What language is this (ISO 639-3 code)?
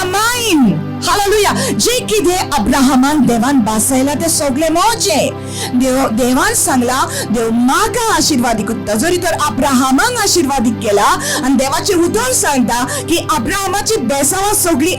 kok